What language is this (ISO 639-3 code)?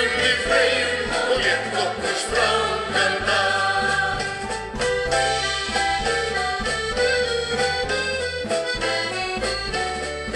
isl